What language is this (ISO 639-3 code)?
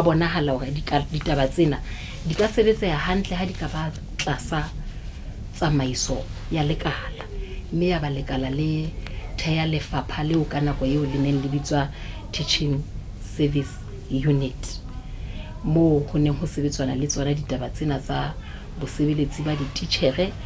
sot